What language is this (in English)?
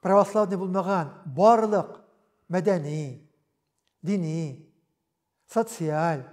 Tatar